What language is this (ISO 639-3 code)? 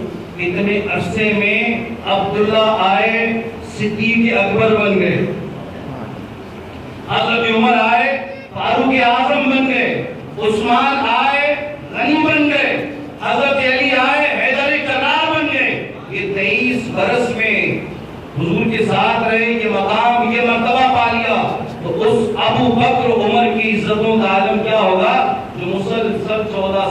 urd